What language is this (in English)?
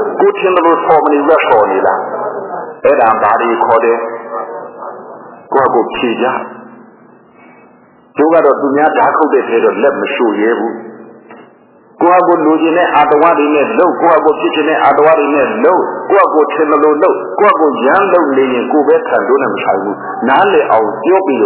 Burmese